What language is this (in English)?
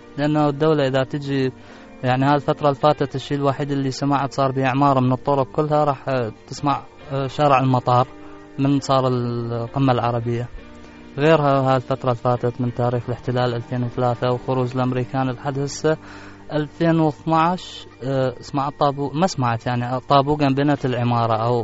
Mesopotamian Arabic